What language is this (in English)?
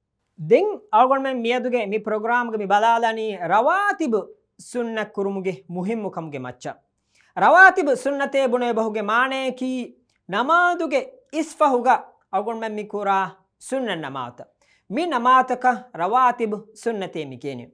Divehi